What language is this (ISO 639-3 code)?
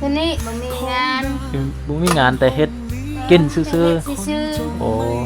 lao